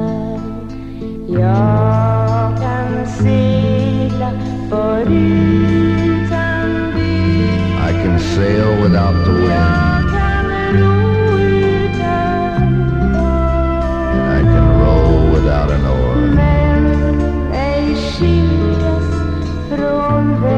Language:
Swedish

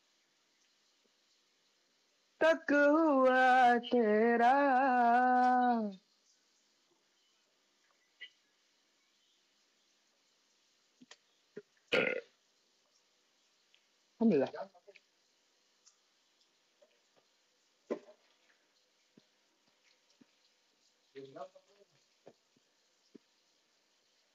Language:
Indonesian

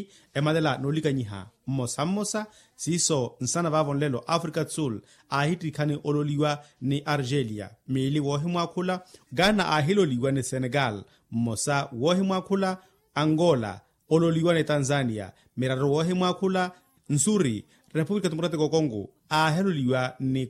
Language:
Makhuwa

